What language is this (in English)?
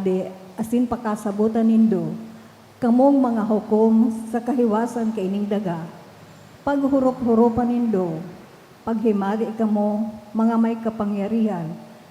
Bikol